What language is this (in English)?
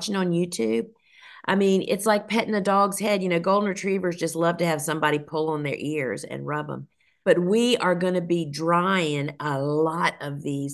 English